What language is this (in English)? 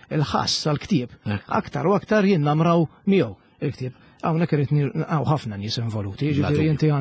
Maltese